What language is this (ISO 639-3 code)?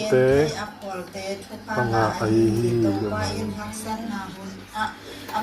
ctd